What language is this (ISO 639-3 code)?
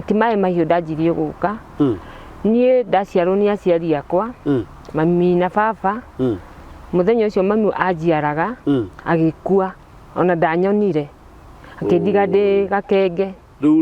kik